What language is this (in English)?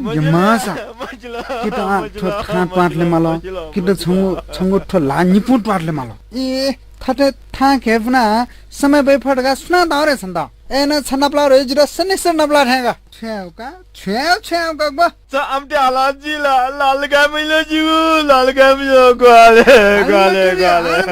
Newari